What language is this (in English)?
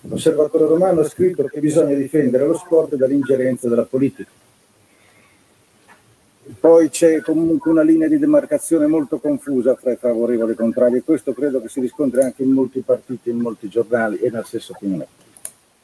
Italian